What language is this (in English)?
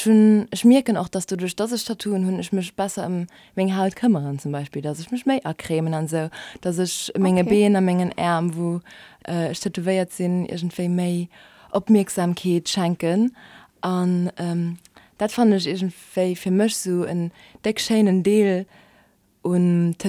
Luxembourgish